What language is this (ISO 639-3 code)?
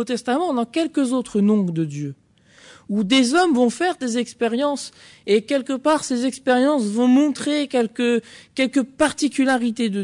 fra